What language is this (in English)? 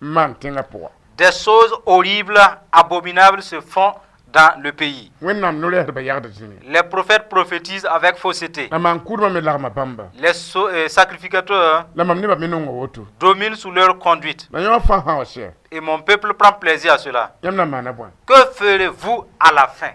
Mossi